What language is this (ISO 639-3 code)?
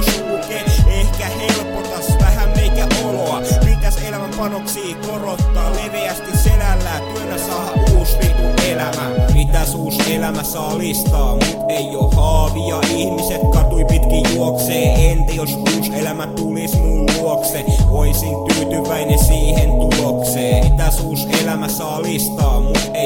fin